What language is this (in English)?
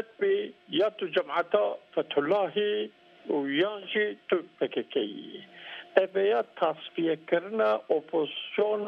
Kurdish